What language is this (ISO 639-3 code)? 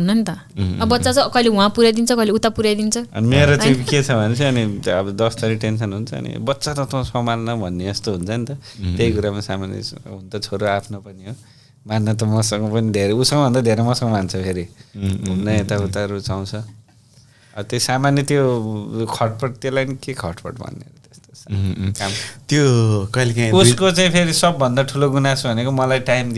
nep